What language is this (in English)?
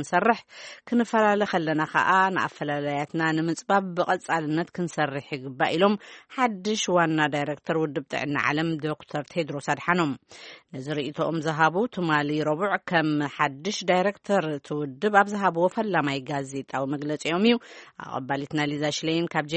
Tigrinya